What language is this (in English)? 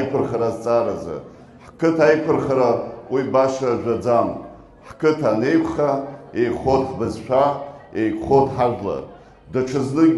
Abkhazian